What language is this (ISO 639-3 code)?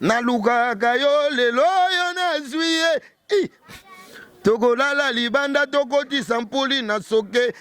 lin